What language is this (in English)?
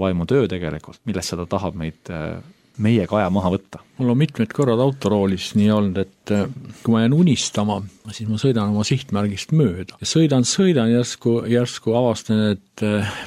Estonian